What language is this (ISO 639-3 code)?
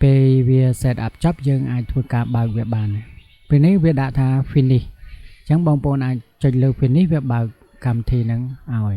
khm